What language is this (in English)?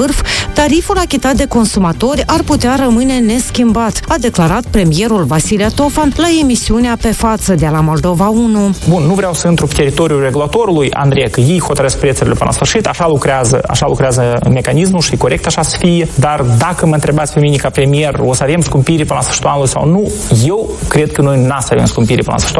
Romanian